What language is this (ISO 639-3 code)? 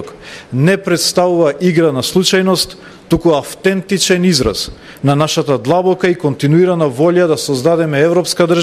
mkd